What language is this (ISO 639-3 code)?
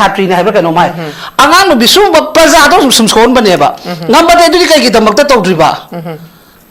mni